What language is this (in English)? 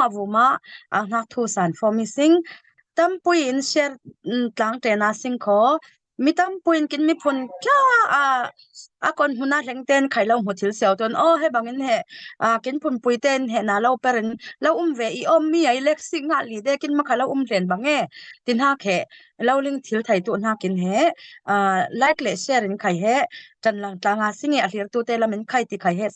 Falam Chin